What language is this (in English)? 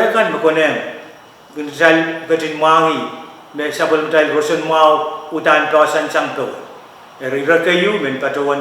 Pohnpeian